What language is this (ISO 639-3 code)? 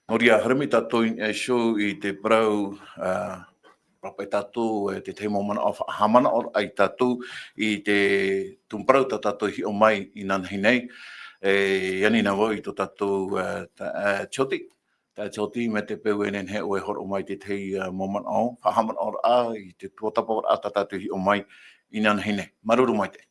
tah